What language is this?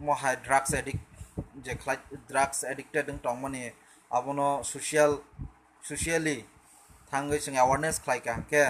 Kok Borok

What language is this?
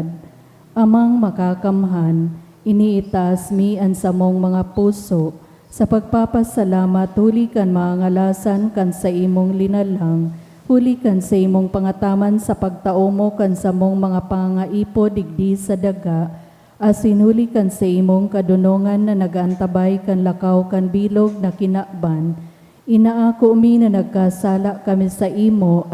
Bikol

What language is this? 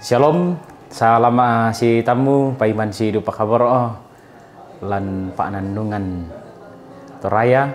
Toraja-Sa'dan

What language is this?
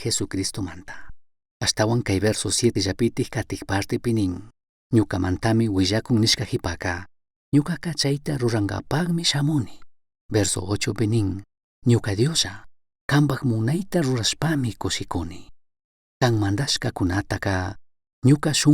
Chimborazo Highland Quichua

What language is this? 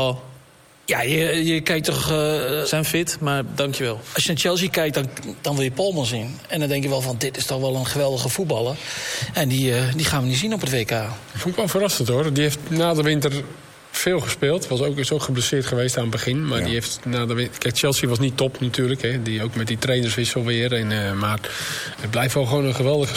Dutch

